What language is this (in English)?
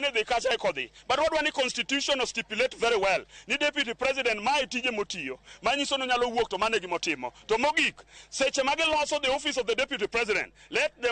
Luo (Kenya and Tanzania)